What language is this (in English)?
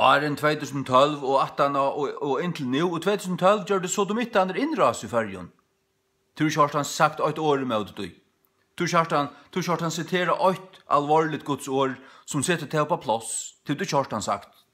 Faroese